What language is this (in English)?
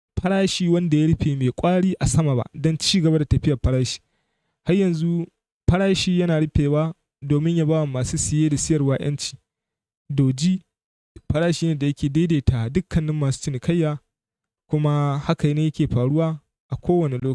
Hausa